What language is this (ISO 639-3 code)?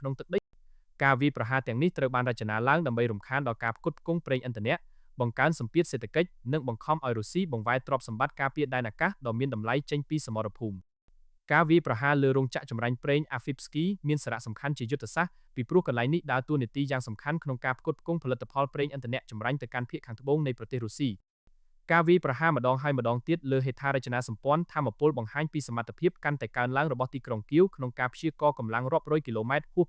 khm